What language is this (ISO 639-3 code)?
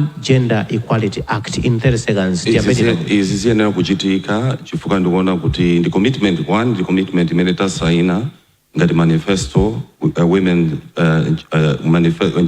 nya